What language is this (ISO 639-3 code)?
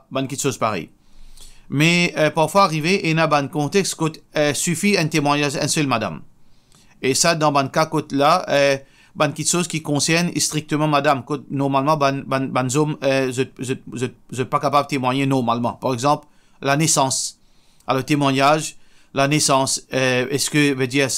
mfe